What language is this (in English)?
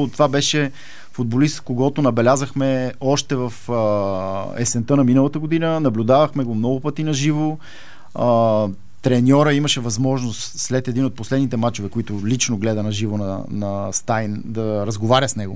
Bulgarian